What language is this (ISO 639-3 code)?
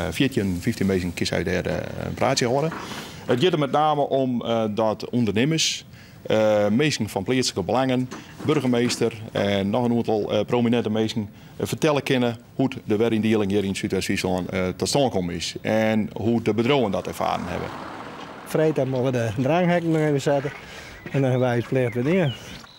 fry